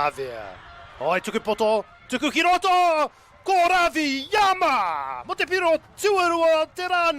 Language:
Māori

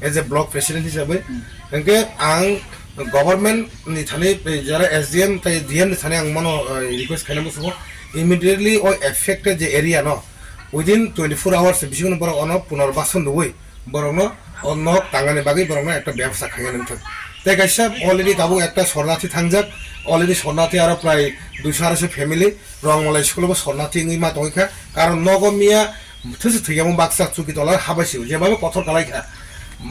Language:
Riang (India)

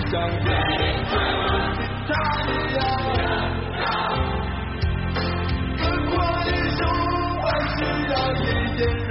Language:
Chinese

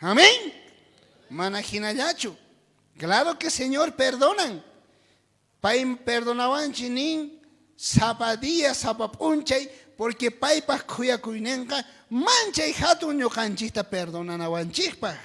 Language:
South Bolivian Quechua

